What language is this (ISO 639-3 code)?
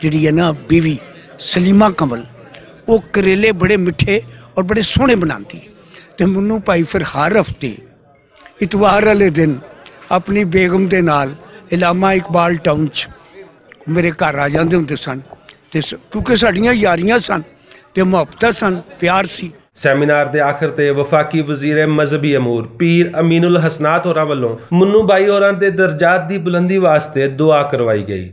lah